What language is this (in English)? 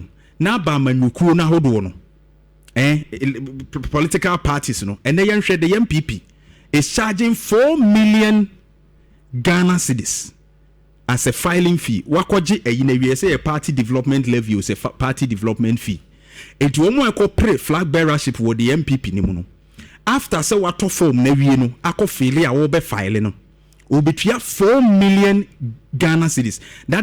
Akan